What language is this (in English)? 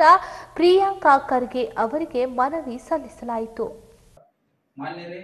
Kannada